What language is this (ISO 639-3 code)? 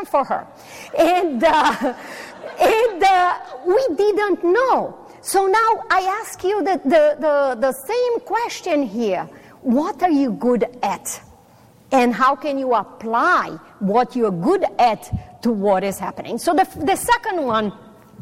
eng